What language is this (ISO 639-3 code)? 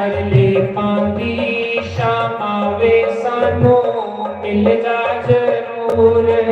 doi